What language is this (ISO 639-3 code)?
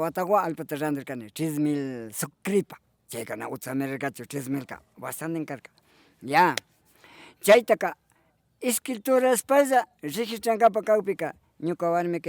qvi